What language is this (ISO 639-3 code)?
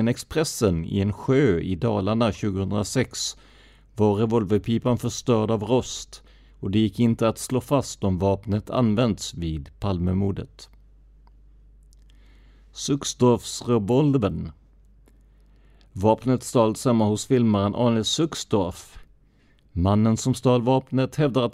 swe